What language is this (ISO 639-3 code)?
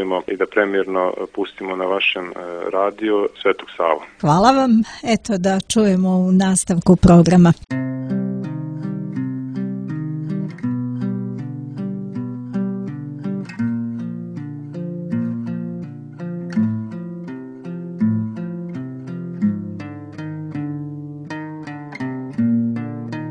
srp